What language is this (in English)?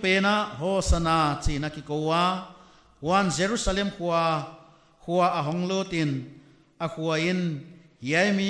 Paite Chin